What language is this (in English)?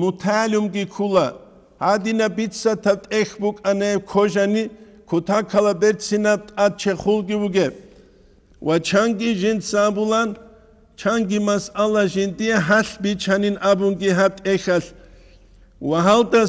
Avaric